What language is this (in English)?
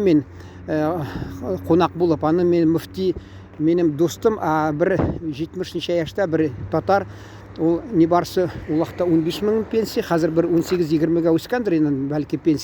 Tatar